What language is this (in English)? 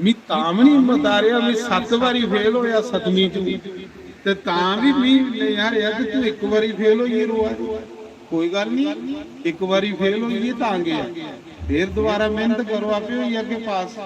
Dogri